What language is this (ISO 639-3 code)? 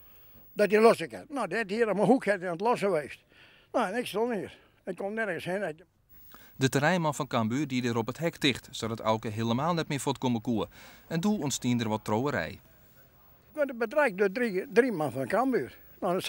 fry